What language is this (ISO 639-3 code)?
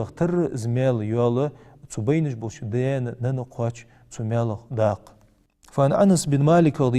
inh